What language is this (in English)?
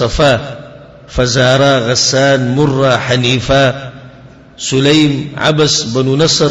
Pashto